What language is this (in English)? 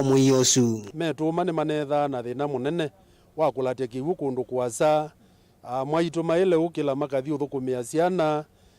Kamba